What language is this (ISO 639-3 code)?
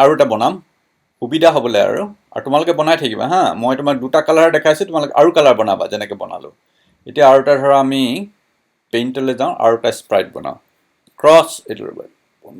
asm